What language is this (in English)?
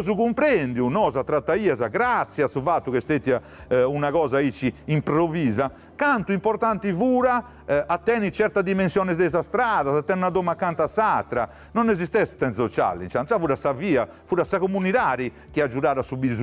Sardinian